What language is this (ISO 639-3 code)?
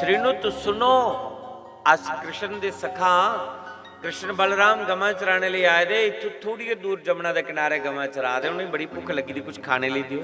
doi